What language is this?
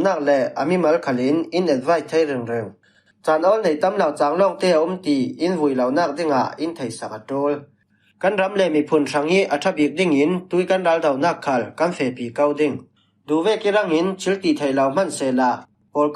Falam Chin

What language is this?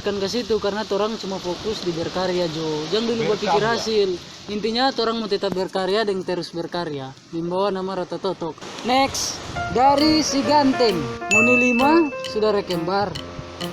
Manado Malay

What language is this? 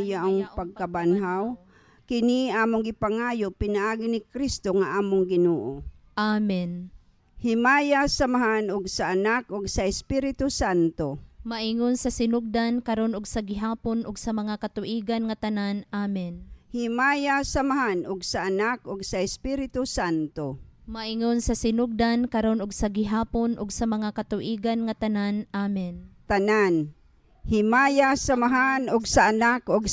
Cebuano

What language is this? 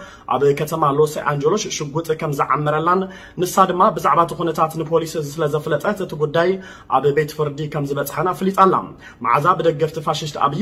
Tigrinya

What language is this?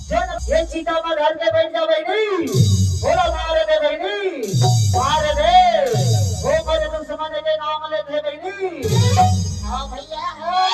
Chhattisgarhi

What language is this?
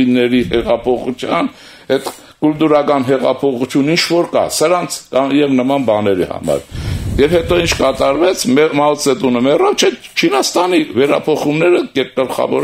Armenian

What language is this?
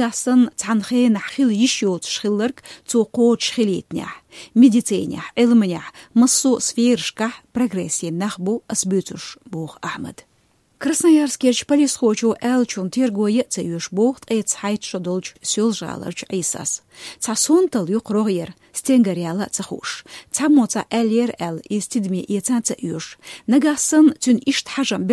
Chechen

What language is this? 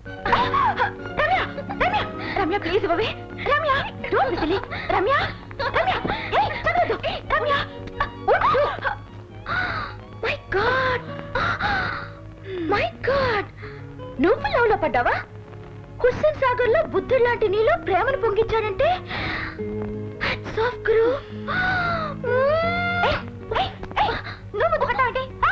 Telugu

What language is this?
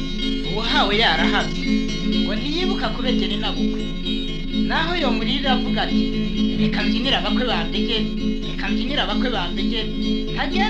Rundi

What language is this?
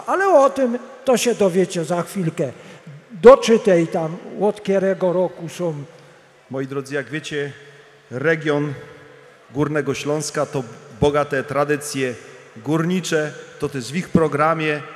Polish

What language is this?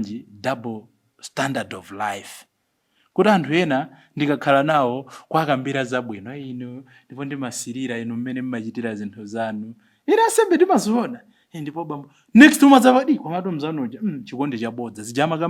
Nyanja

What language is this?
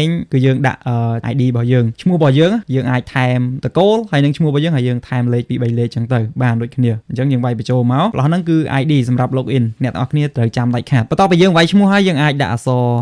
Khmer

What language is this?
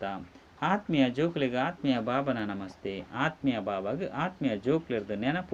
Tulu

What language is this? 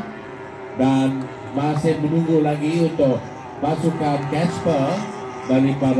Malay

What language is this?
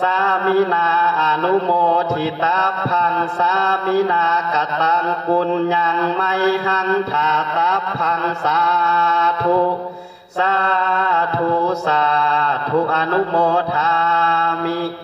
Pali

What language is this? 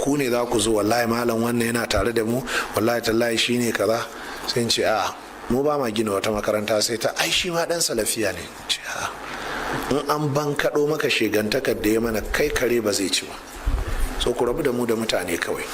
Hausa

